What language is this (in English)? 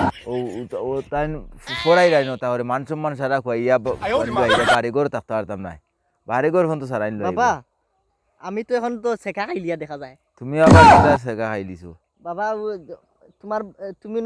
Sylheti